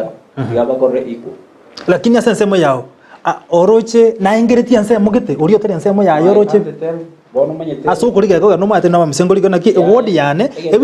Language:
Gusii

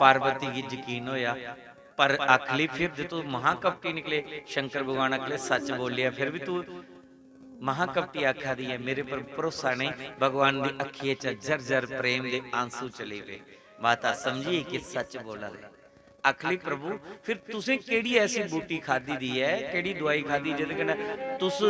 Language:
Dogri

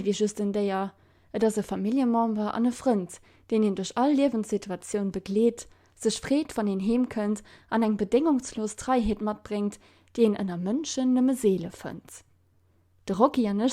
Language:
Luxembourgish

